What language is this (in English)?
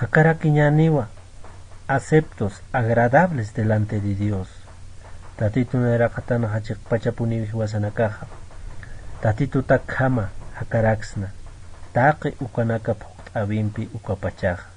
Aymara